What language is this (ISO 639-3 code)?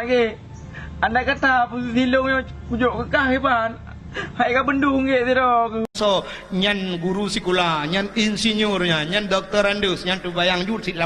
ace